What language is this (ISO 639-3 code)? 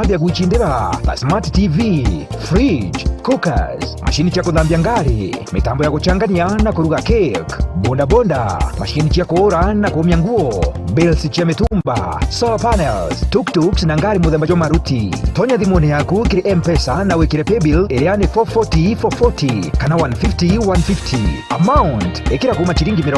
mer